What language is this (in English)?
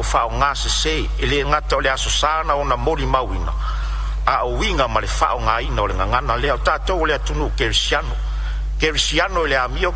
Samoan